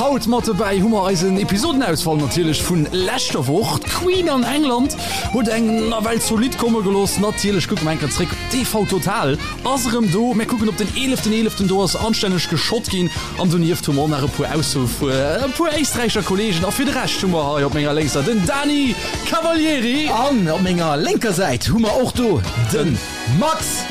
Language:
Luxembourgish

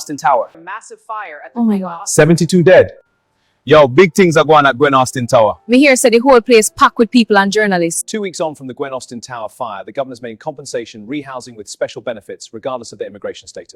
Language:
Jamaican Creole English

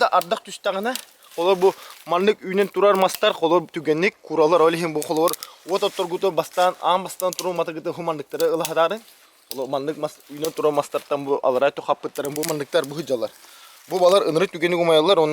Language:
Yakut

